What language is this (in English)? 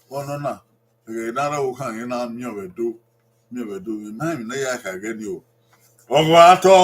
Bini